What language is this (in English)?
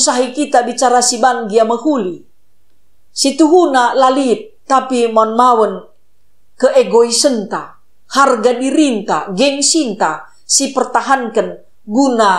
Batak Karo